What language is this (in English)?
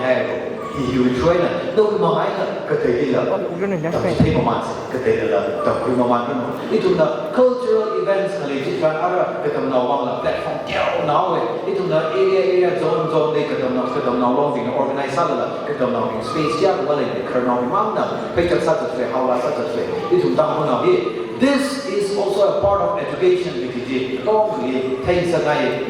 Tangkhul Naga (India)